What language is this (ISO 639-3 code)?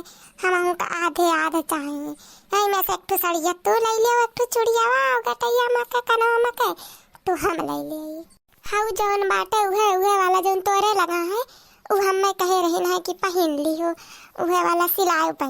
awa